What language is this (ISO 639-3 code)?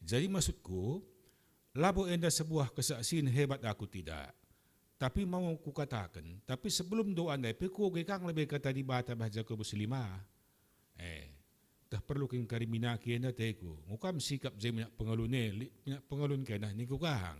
btx